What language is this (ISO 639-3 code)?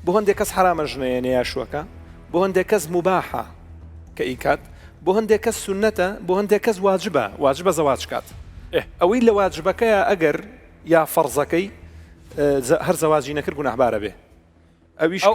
ckb